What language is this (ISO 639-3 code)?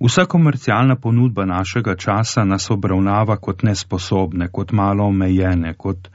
slv